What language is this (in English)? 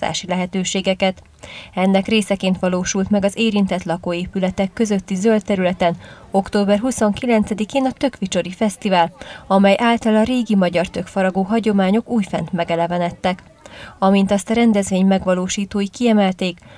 Hungarian